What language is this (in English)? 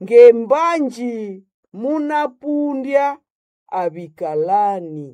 Nande